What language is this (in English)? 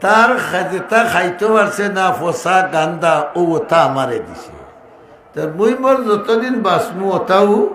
Sylheti